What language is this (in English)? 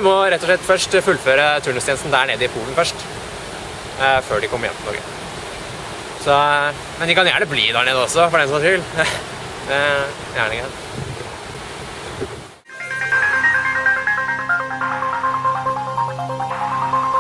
Norwegian